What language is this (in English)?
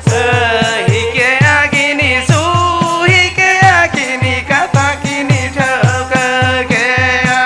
Santali